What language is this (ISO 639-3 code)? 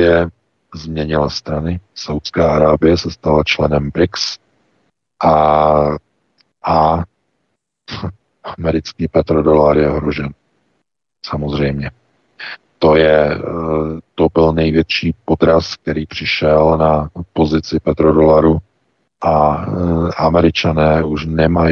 ces